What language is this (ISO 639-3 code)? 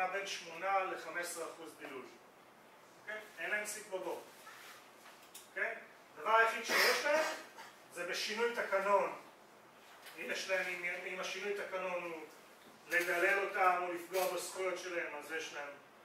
heb